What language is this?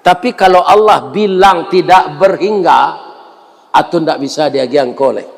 Minangkabau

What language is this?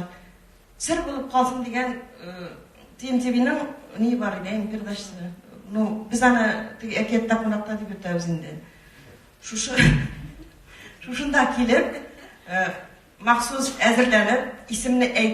Tatar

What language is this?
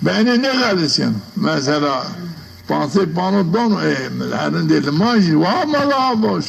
Zaza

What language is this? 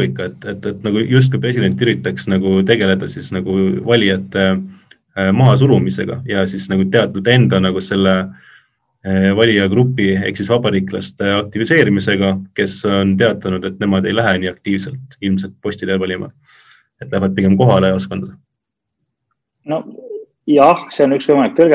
Estonian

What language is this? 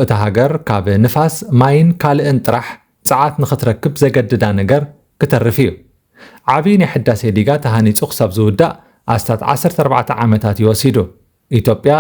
Tigrinya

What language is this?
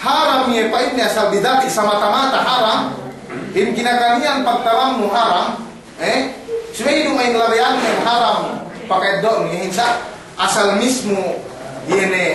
Yakan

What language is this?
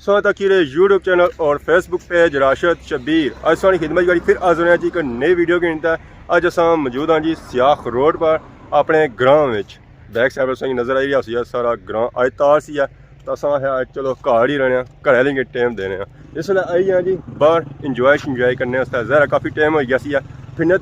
Pahari-Potwari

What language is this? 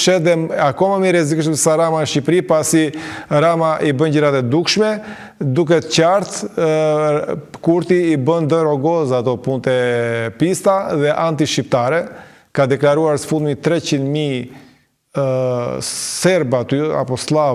Albanian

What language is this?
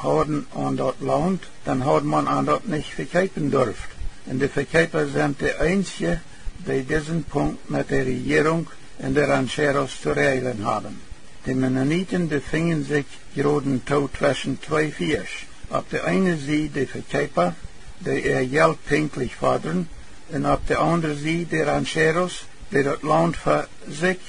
Plautdietsch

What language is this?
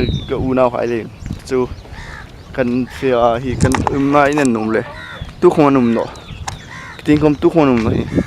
Hmar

